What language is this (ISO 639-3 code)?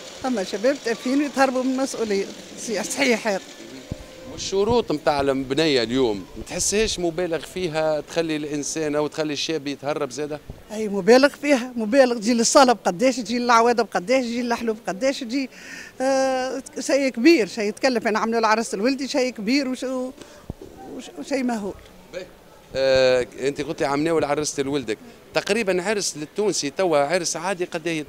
aeb